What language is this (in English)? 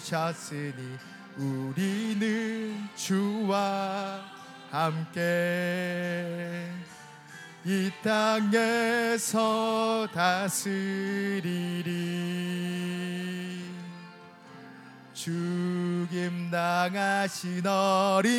Korean